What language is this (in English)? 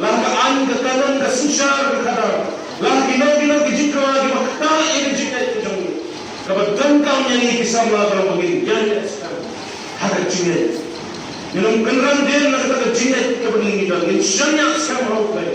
Khasi